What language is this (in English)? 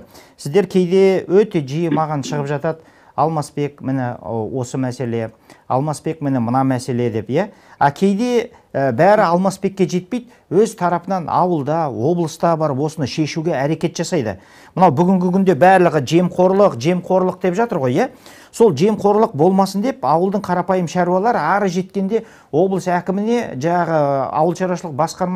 Kazakh